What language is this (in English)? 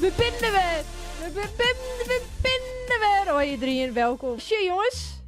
Western Frisian